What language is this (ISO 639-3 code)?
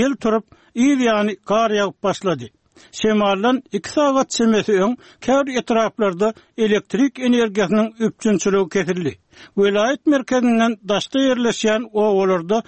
tuk